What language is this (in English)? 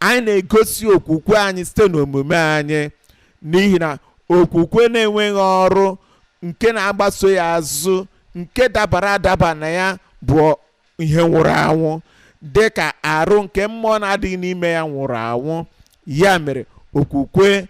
Igbo